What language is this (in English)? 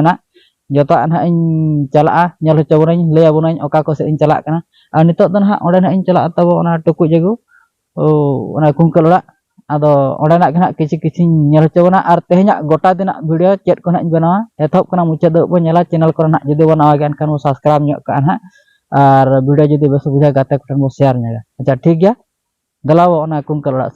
Santali